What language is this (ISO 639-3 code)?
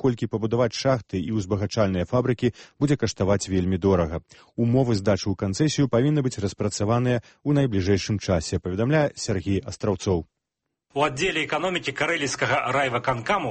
bel